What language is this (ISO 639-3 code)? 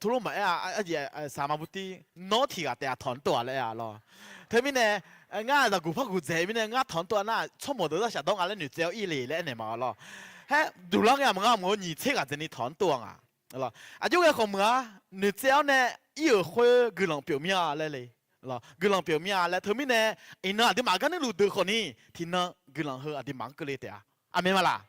ahk